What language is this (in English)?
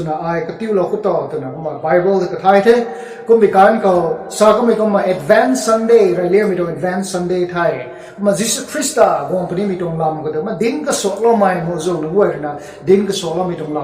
Rongmei Naga